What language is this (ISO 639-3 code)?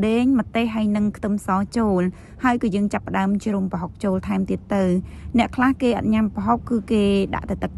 khm